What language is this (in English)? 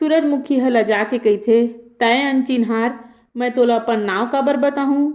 Chhattisgarhi